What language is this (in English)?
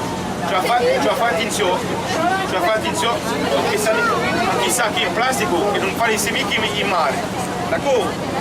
Corsican